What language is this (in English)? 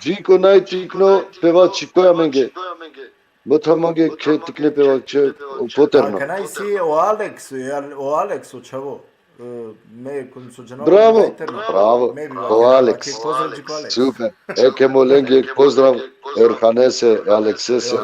Balkan Romani